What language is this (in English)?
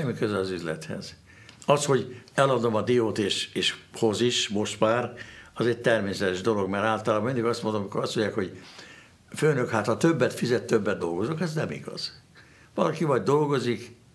Hungarian